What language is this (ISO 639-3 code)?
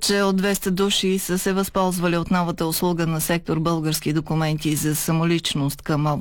bul